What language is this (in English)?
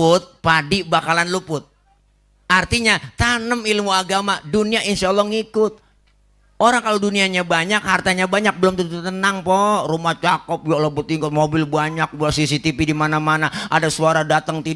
Betawi